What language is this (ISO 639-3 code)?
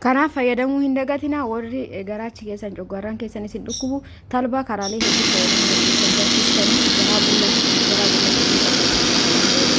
orm